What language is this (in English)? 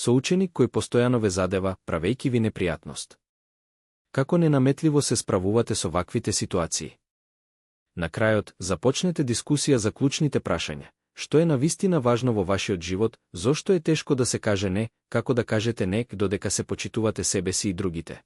Macedonian